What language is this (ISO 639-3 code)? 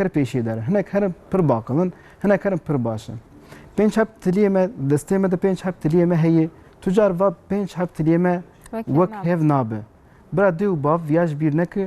kur